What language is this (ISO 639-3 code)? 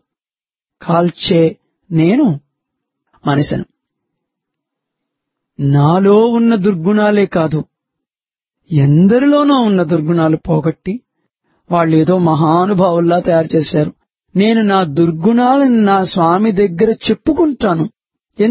tel